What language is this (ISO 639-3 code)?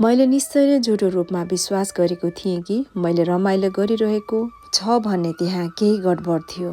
nep